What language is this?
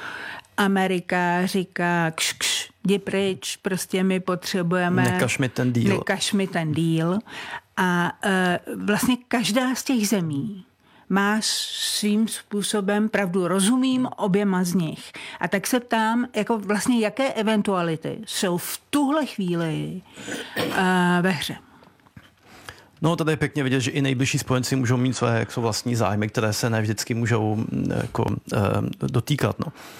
Czech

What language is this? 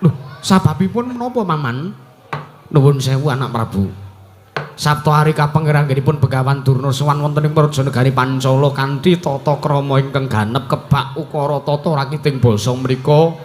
Javanese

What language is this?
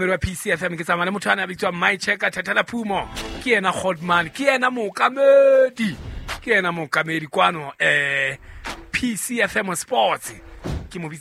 Southern Sotho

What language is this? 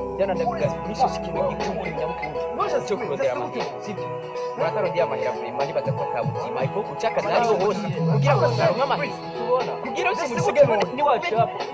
Rundi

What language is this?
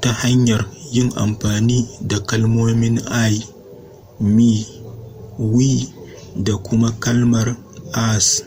Hausa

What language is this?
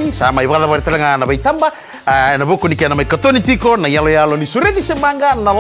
Fijian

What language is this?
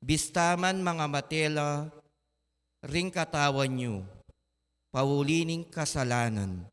Pampanga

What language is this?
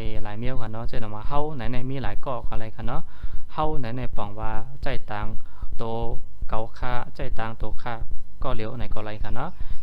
Shan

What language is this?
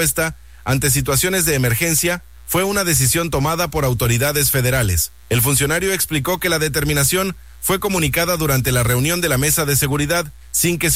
Spanish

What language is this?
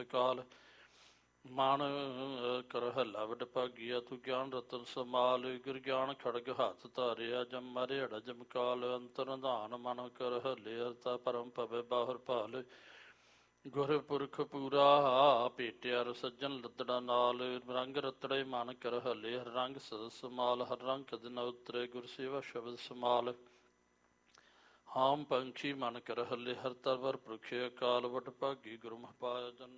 Punjabi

